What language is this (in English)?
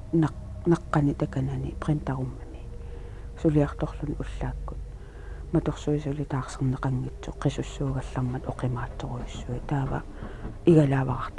Kalaallisut